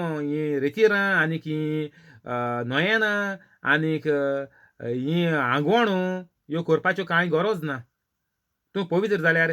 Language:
Konkani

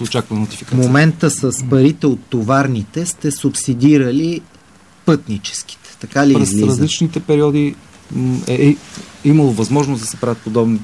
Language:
Bulgarian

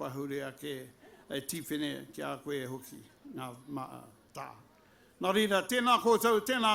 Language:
Māori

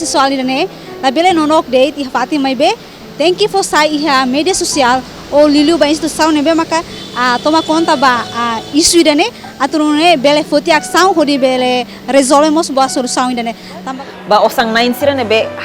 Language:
Tetum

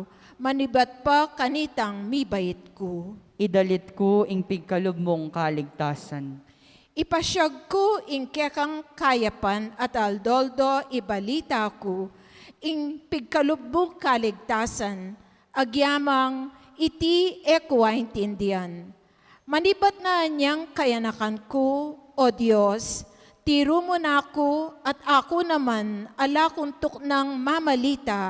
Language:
Pampanga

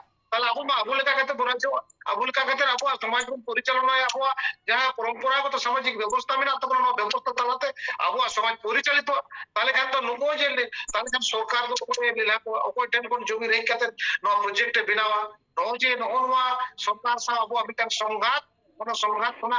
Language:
Santali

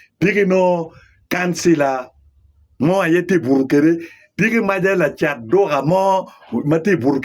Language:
Acoli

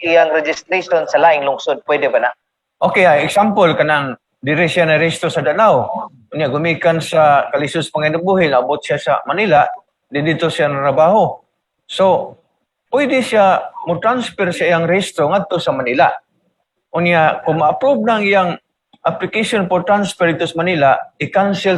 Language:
Cebuano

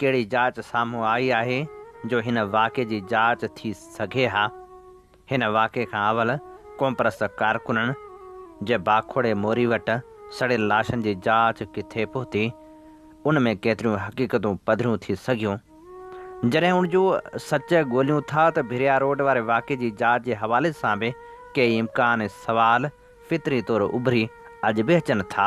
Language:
Sindhi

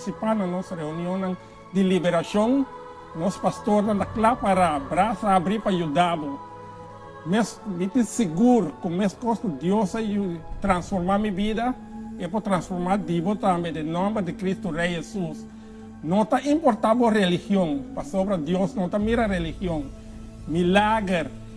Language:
Papiamento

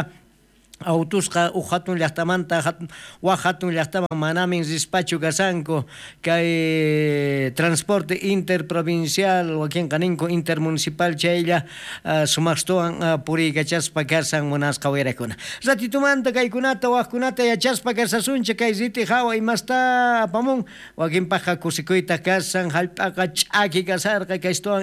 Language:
South Bolivian Quechua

